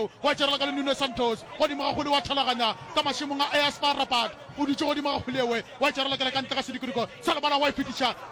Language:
Northern Sotho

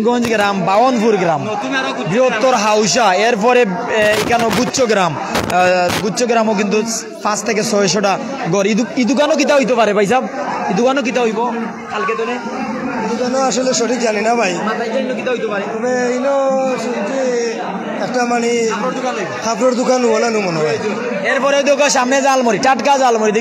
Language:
Sylheti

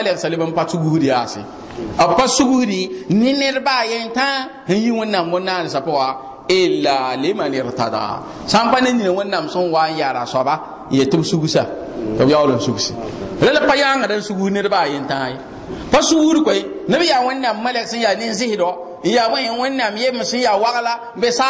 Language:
Mossi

